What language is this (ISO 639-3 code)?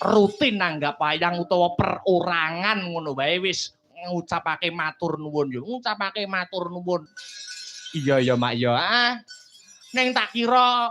jav